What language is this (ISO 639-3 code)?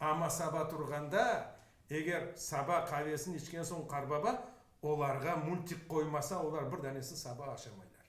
crh